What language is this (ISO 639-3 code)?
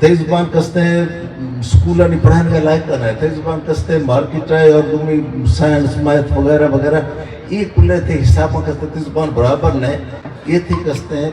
bgp